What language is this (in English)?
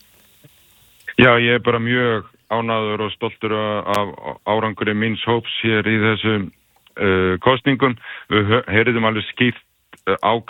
Icelandic